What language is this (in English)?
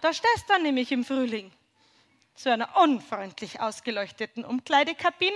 Bavarian